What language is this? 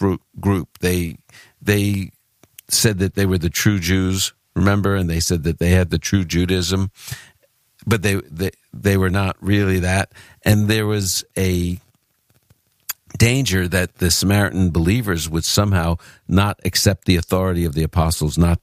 English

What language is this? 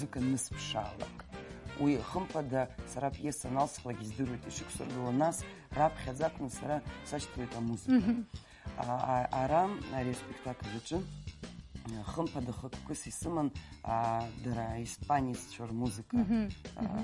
Abkhazian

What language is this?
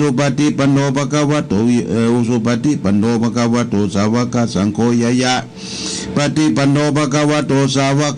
Pali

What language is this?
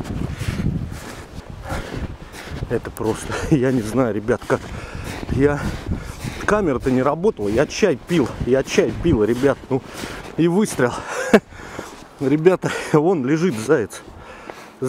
Russian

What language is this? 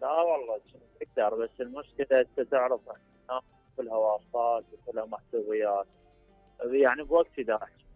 Mesopotamian Arabic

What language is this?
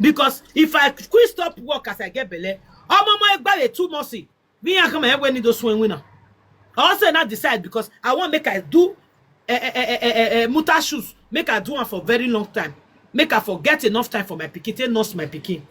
Nigerian Pidgin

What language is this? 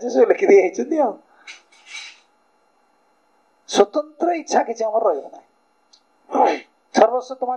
Odia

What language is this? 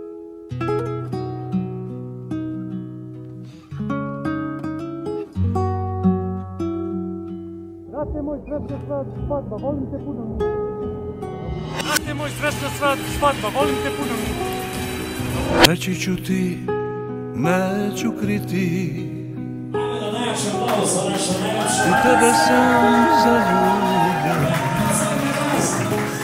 Serbian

